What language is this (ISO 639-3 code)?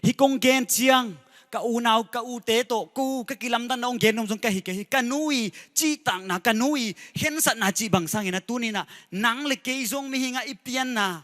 ctd